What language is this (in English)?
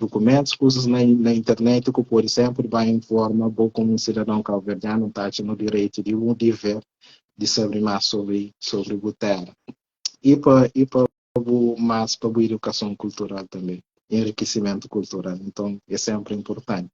Kabuverdianu